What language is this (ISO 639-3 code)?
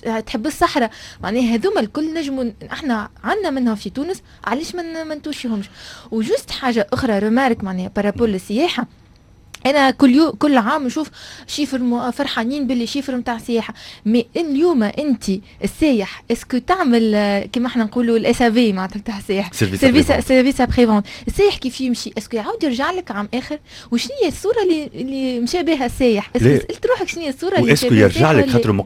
aeb